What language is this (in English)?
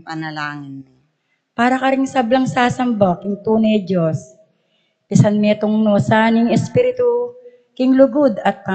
Pampanga